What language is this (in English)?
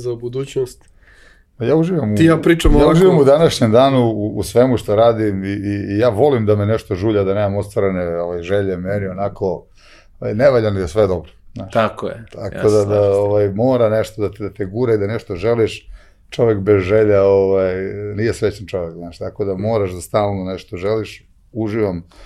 Serbian